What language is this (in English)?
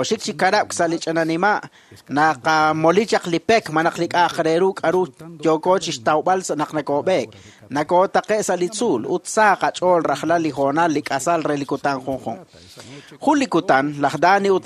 Kekchí